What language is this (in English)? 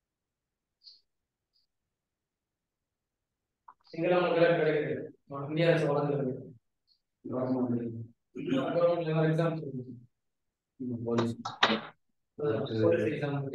Tamil